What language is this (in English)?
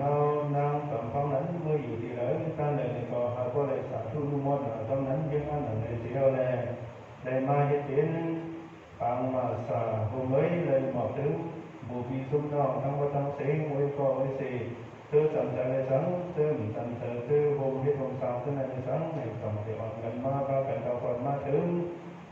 Shan